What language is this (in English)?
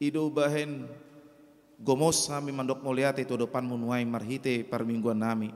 Batak Toba